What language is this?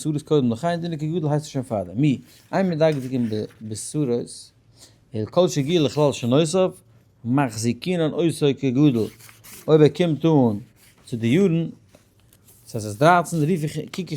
Yiddish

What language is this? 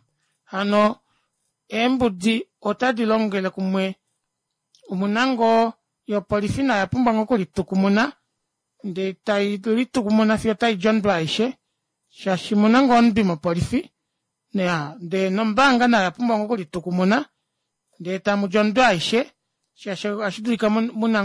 Kuanyama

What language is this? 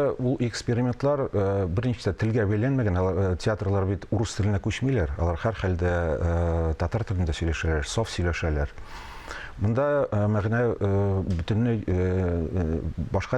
Tatar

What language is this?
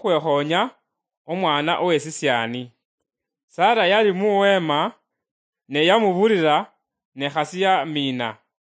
Luyia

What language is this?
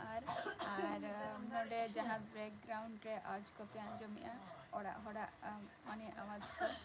Santali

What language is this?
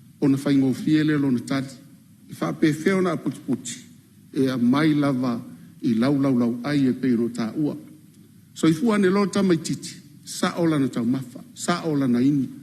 Samoan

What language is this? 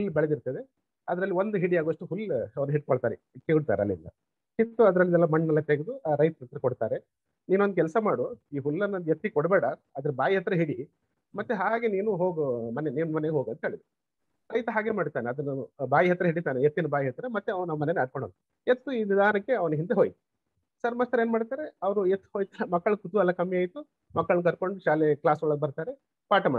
Kannada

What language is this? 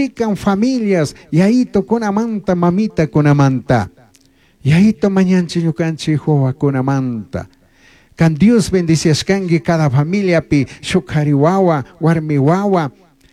Chimborazo Highland Quichua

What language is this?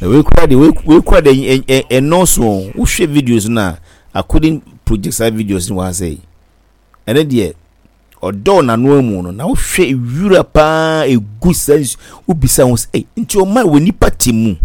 Akan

